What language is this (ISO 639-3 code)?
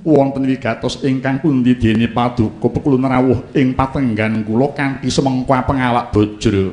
jav